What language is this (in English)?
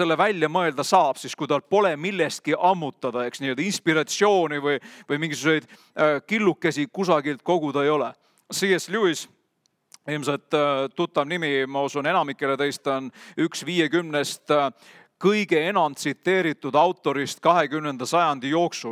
Estonian